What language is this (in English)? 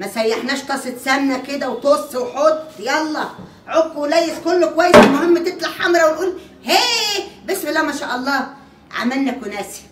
Egyptian Arabic